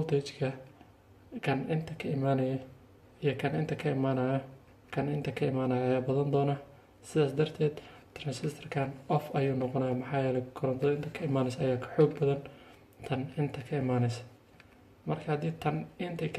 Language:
Somali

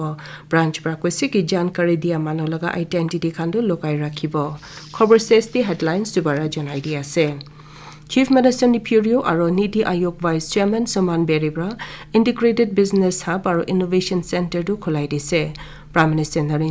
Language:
Naga Pidgin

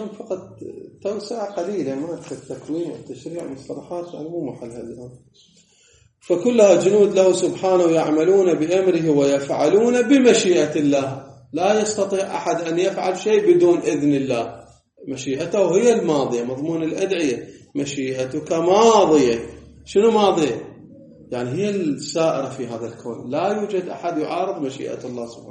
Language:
Arabic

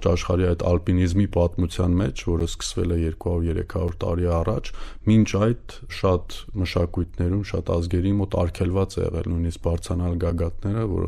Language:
Armenian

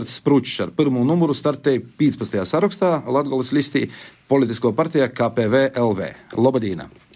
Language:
Latvian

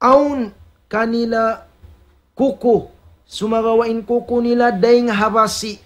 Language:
Tausug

